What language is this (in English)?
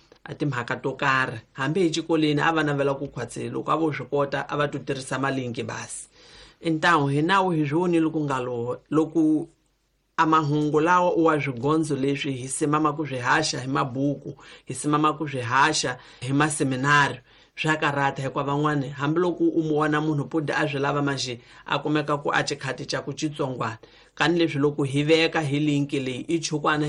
Tsonga